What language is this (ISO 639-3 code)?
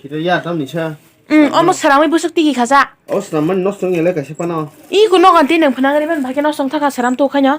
trp